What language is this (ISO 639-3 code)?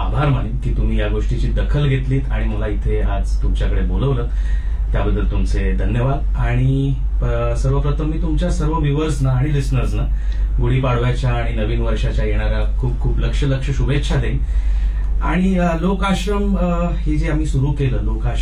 mar